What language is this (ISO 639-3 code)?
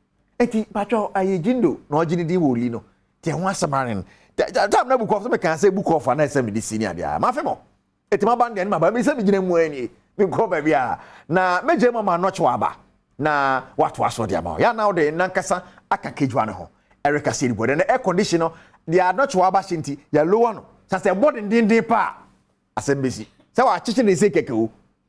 aka